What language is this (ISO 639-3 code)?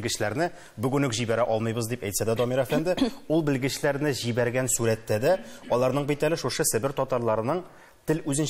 tat